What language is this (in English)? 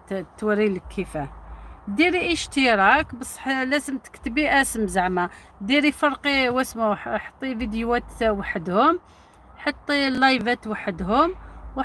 Algerian Arabic